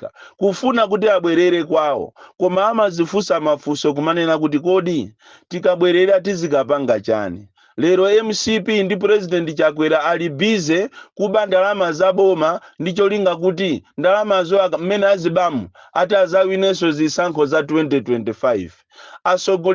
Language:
Nyanja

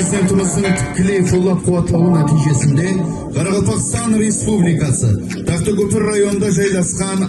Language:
Kara-Kalpak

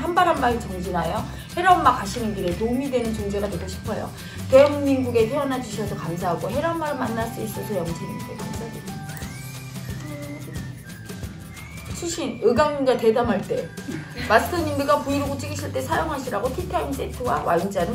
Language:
Korean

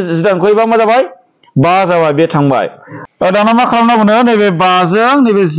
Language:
Bodo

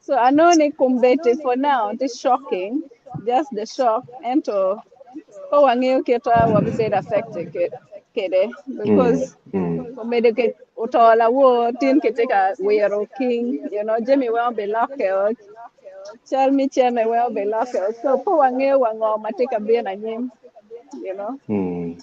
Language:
Acoli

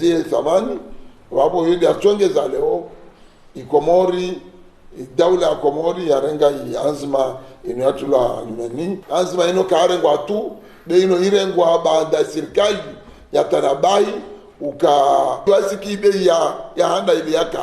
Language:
Ngazidja Comorian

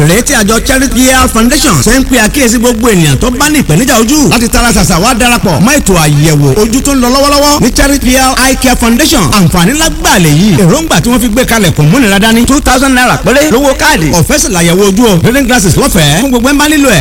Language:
Yoruba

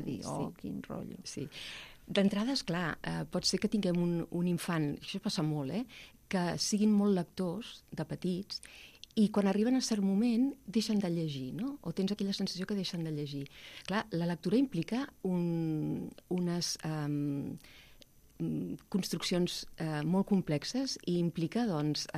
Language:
Catalan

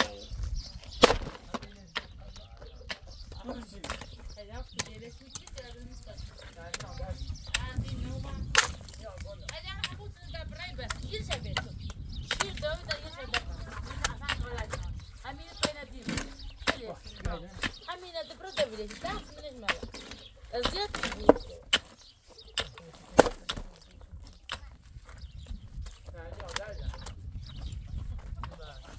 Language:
Persian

